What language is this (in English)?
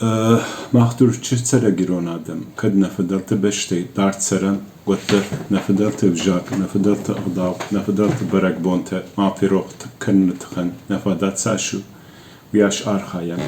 Ossetic